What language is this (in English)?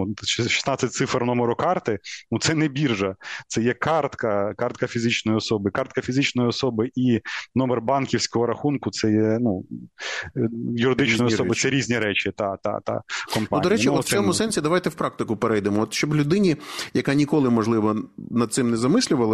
Ukrainian